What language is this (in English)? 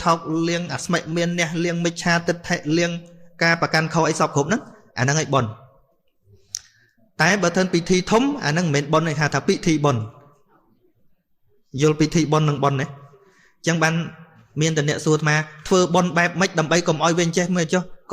Khmer